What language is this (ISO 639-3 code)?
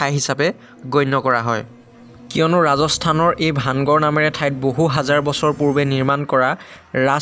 asm